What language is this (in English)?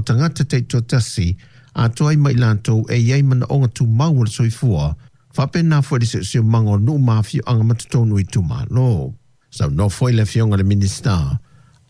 Samoan